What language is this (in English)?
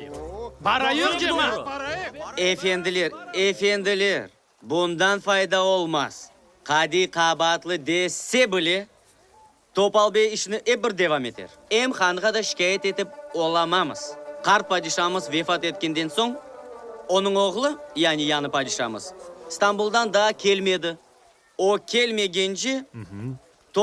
Crimean Tatar